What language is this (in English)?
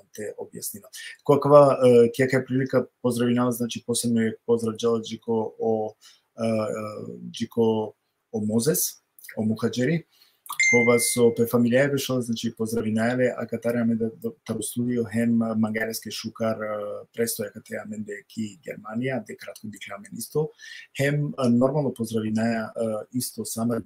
Balkan Romani